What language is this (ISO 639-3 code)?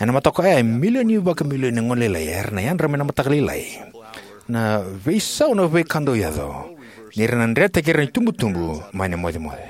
fij